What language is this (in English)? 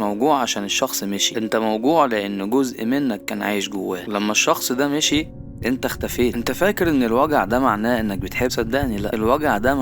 Egyptian Arabic